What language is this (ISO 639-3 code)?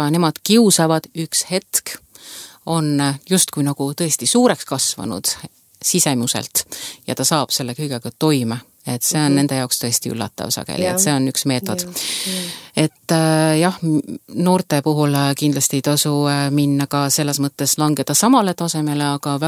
est